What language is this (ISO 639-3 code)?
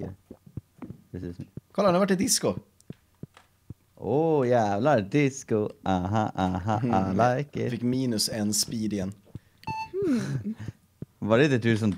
swe